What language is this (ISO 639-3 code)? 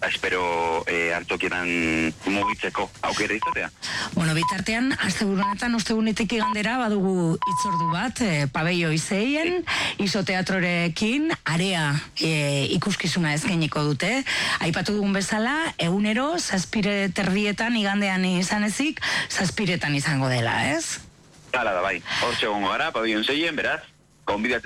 eus